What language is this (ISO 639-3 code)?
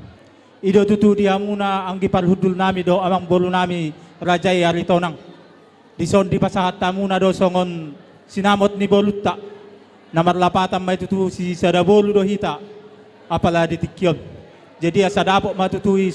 bbc